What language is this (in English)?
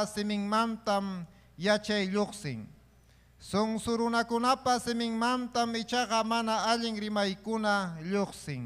Ayacucho Quechua